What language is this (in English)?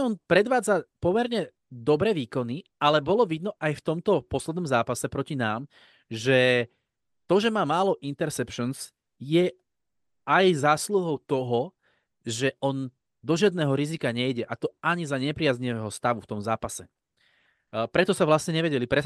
Slovak